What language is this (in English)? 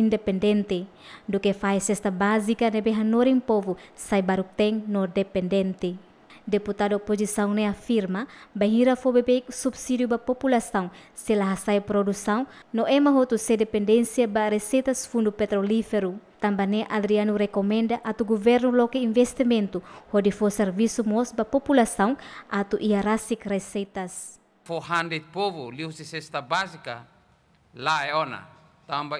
Tetum